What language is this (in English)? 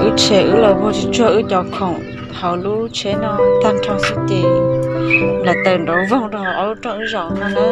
Hmong